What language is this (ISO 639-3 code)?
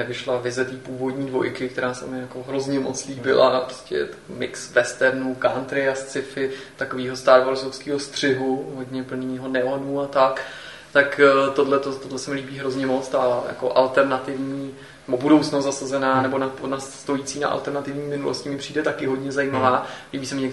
ces